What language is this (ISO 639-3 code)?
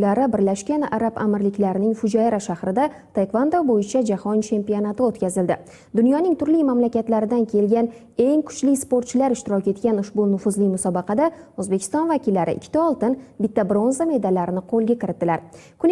uzb